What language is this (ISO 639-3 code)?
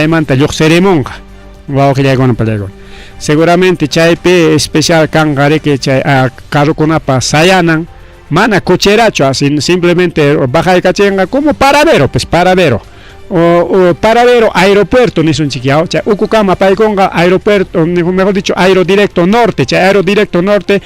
quy